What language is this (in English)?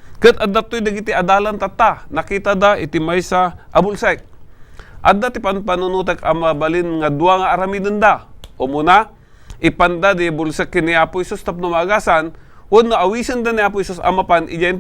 Iloko